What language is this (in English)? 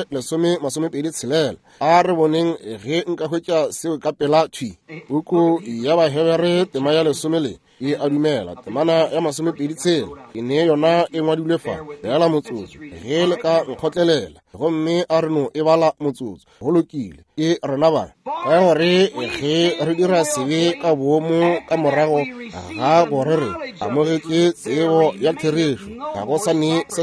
Northern Sotho